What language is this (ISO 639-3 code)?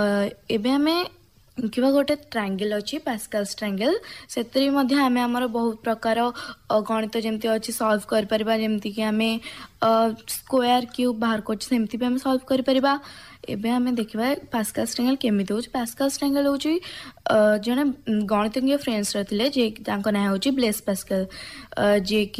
ori